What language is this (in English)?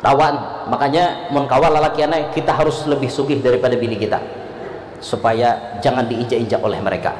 Banjar